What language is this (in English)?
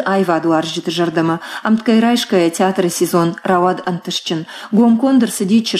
Ossetic